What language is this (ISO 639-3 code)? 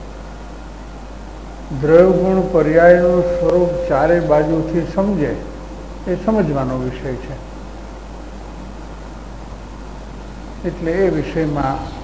guj